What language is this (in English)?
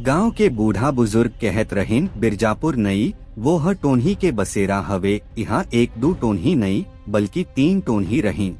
Chhattisgarhi